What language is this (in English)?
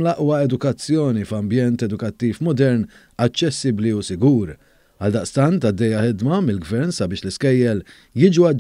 Maltese